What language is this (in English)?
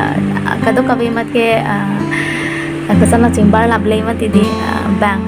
Karbi